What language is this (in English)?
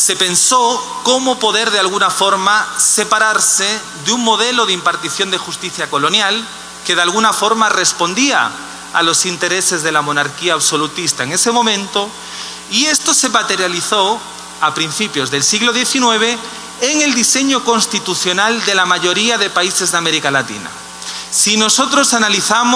Spanish